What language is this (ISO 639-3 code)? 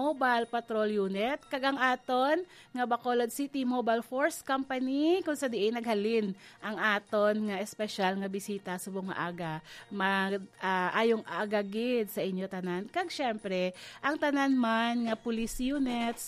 hil